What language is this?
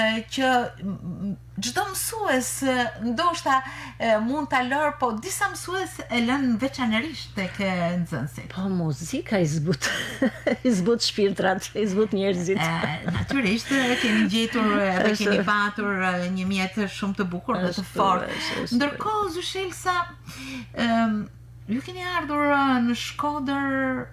Albanian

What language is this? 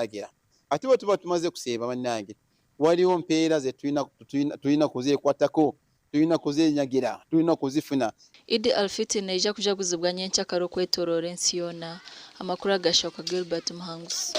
Nyankole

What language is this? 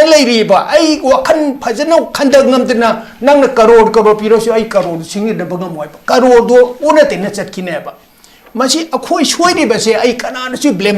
Manipuri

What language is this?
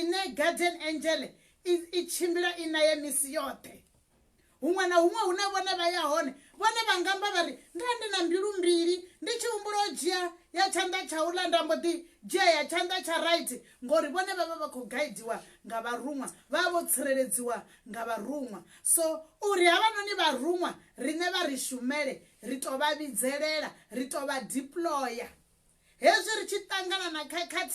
Venda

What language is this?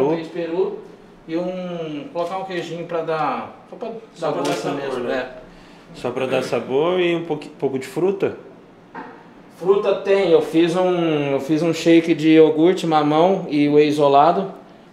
Portuguese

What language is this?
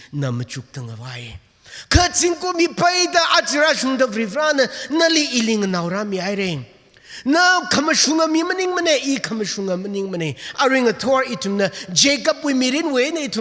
Tangkhul Naga (India)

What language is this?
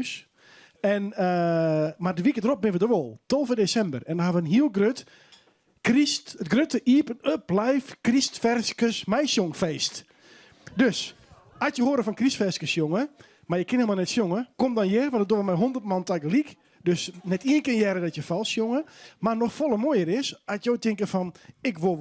Western Frisian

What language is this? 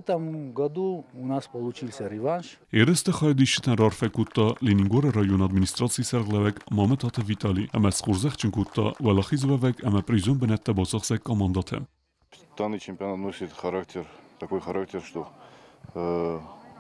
Ossetic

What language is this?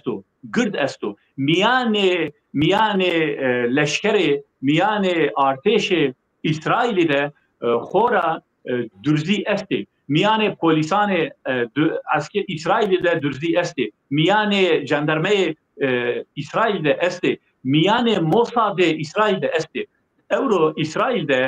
Zaza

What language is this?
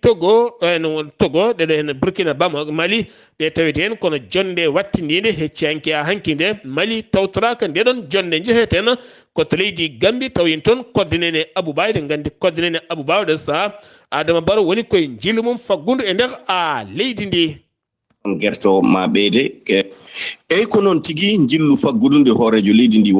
Fula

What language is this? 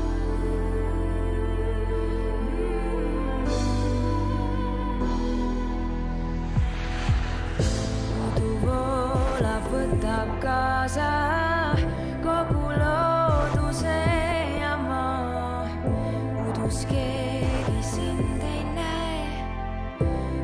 Estonian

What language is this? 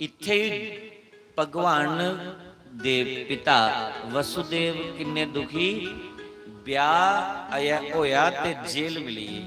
Dogri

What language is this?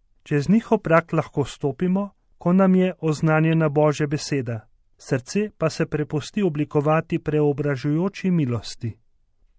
Slovenian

